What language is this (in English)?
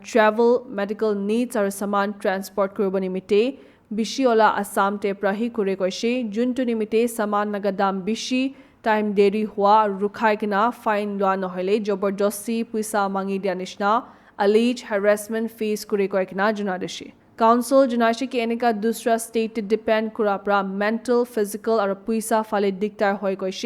Naga Pidgin